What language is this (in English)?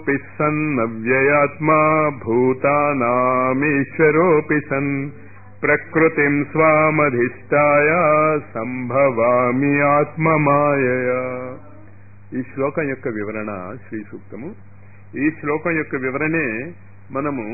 Telugu